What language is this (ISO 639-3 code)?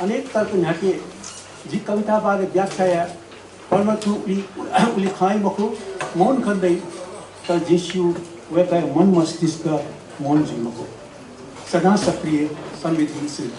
new